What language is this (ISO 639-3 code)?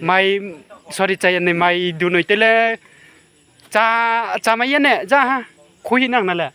ria